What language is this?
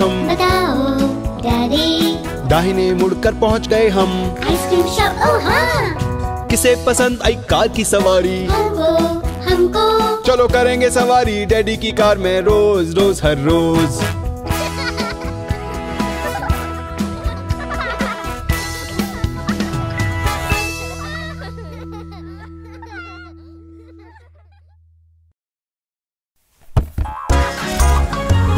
Hindi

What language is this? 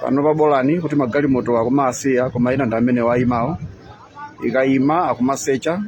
Nyanja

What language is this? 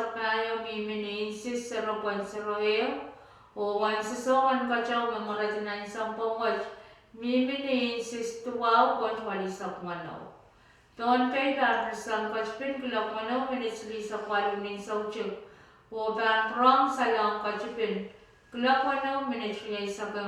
Pohnpeian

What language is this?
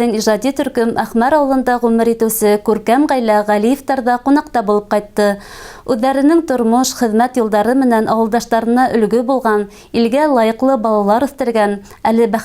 Bashkir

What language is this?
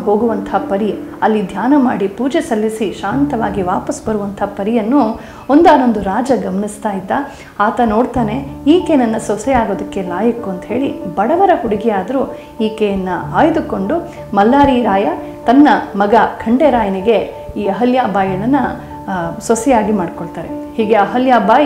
Kannada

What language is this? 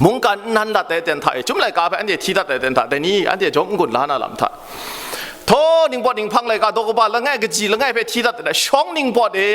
Kachin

